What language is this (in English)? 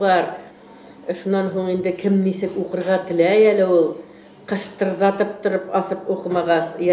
Bashkir